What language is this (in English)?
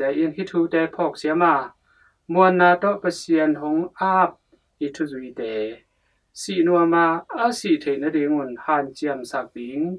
Tedim Chin